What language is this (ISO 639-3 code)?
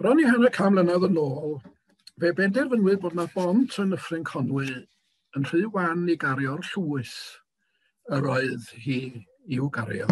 cym